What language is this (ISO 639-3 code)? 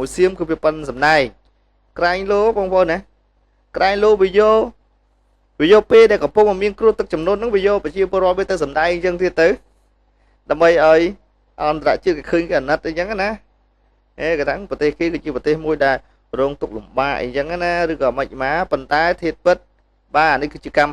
khm